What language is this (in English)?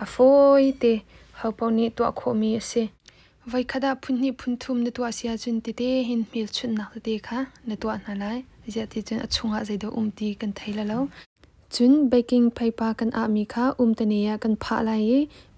Hakha Chin